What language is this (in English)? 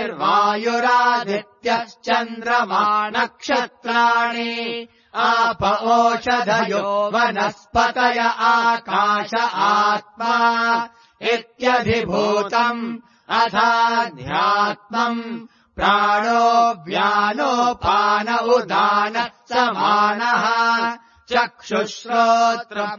Sanskrit